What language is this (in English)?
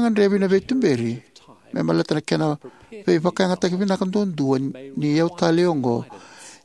Fijian